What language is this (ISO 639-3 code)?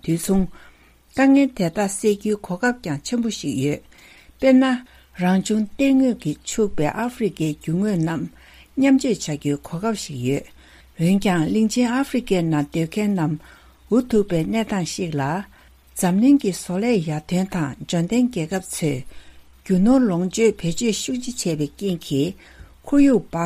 bod